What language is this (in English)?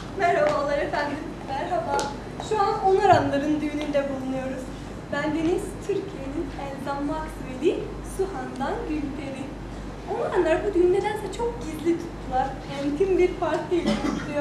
Turkish